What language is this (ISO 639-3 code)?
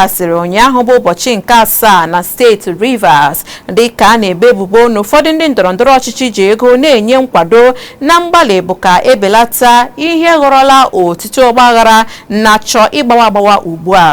ibo